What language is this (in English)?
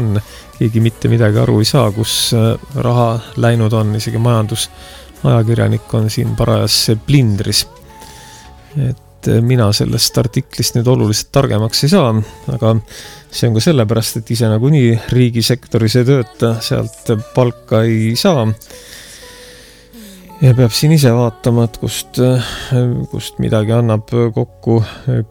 Estonian